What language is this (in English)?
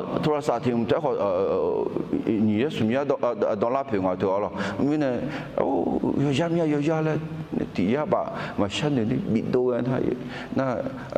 Akha